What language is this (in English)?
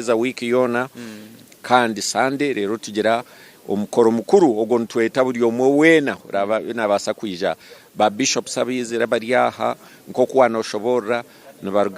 Nyankole